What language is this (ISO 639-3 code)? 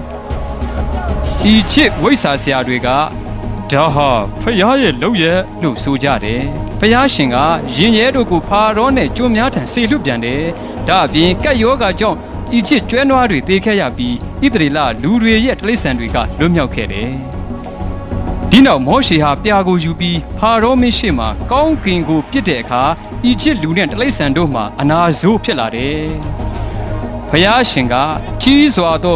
mya